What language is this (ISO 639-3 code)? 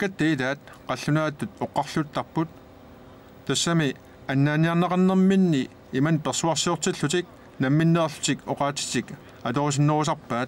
kal